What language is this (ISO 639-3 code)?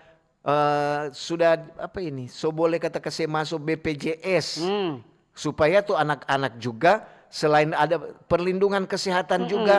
xmm